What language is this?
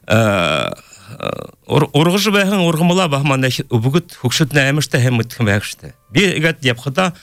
Buriat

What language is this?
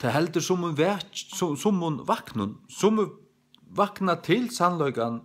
Faroese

